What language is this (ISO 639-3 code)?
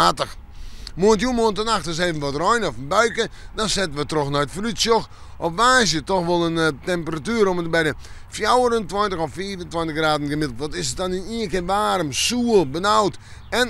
fry